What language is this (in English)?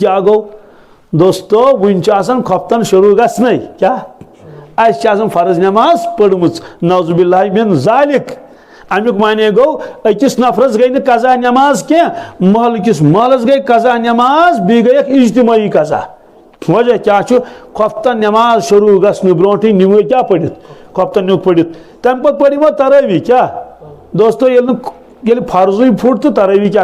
Kashmiri